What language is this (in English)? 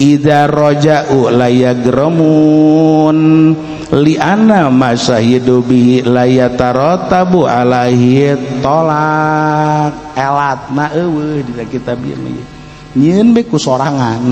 Sundanese